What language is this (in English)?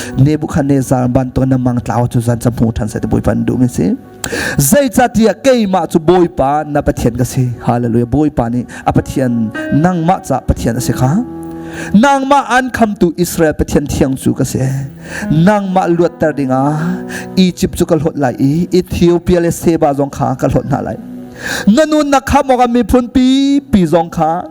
Hakha Chin